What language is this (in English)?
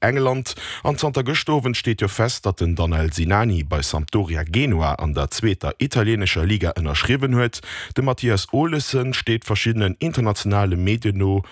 Luxembourgish